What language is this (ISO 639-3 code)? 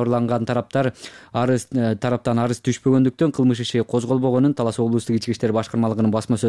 kir